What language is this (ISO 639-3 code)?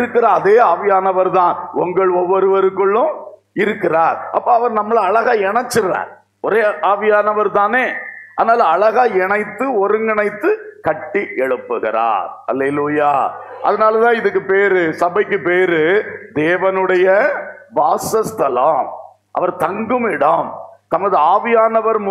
tam